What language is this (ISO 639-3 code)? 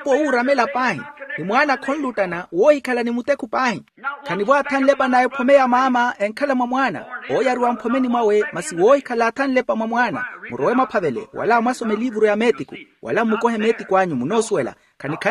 vmw